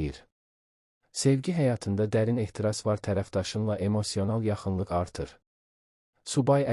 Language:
Azerbaijani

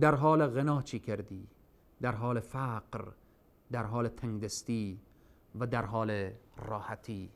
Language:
Persian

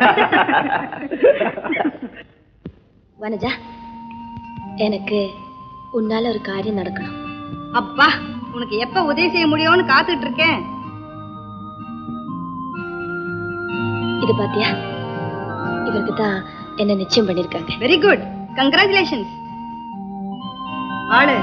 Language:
Tamil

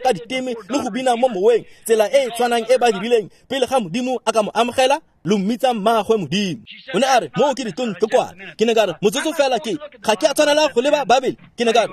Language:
Tswana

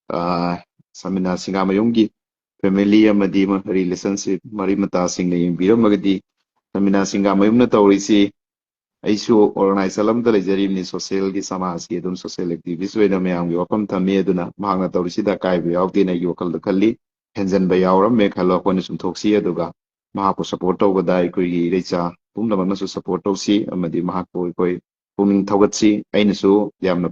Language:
Manipuri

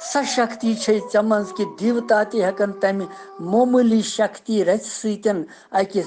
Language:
Kashmiri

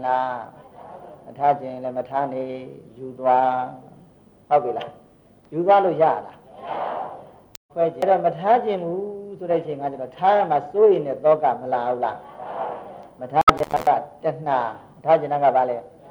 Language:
Burmese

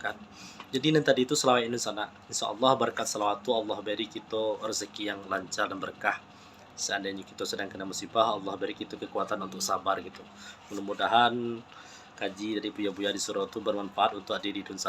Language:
Minangkabau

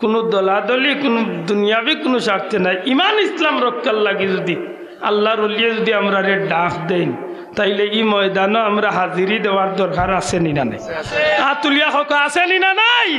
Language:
Sylheti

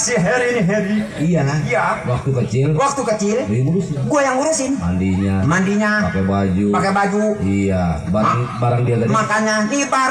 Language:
Betawi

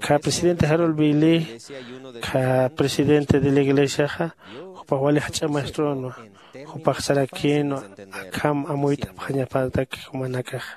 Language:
Aymara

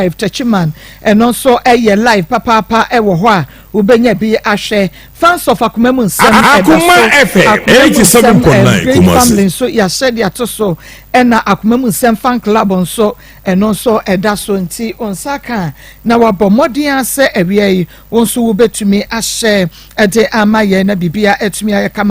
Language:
Akan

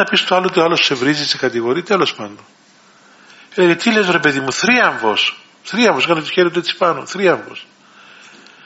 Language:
Greek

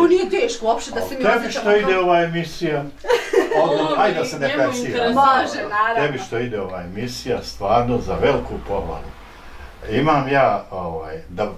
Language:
Bosnian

